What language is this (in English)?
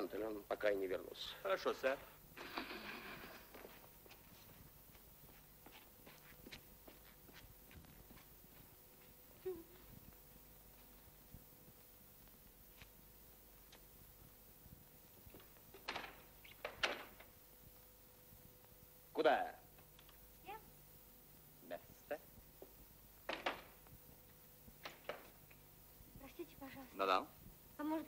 Russian